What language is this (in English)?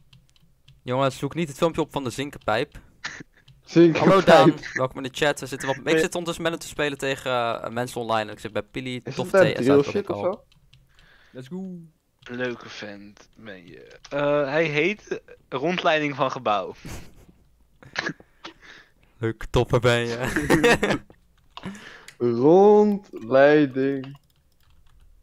Dutch